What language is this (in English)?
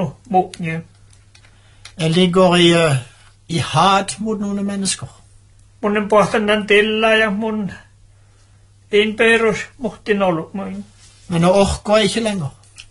Norwegian